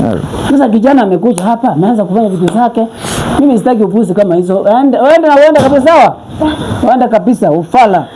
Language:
Swahili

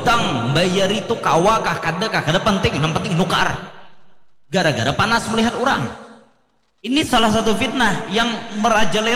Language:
Banjar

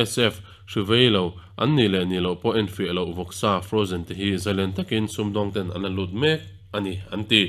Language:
Mizo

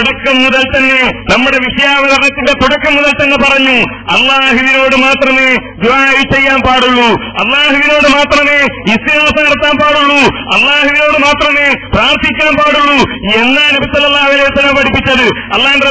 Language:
Malayalam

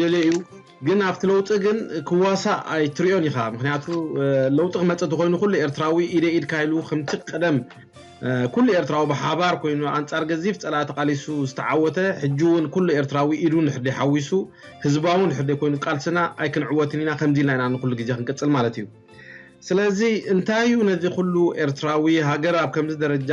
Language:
Tigrinya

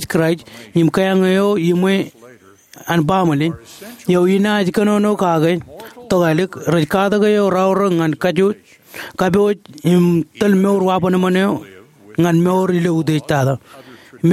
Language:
Marshallese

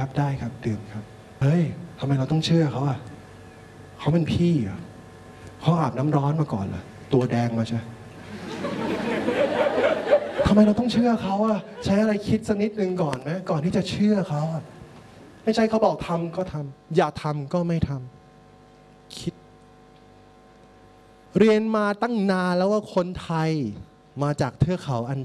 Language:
Thai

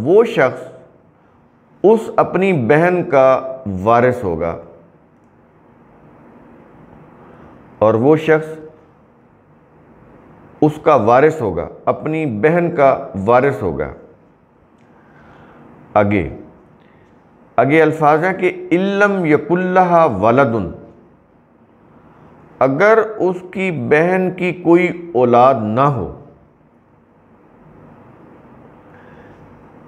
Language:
Urdu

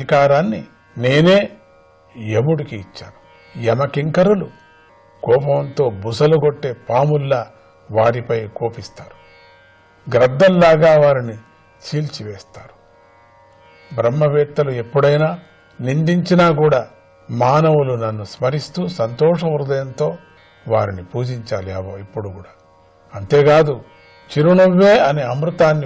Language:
Telugu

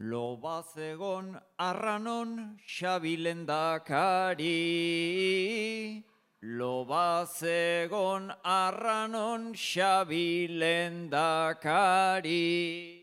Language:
Basque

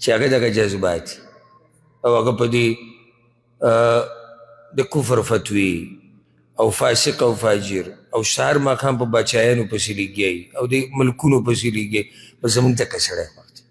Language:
Pashto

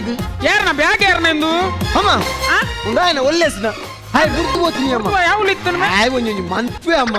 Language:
Tulu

